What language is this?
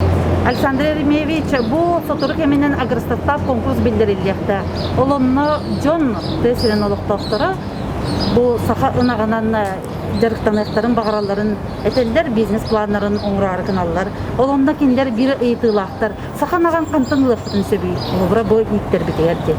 Yakut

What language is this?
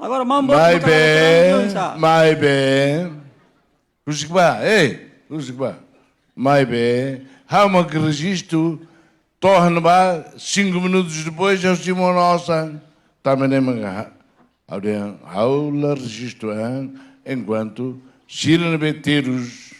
Tetum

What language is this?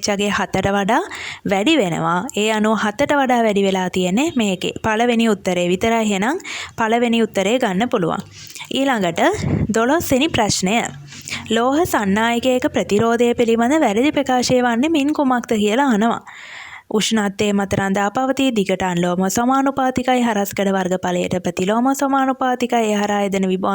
Sinhala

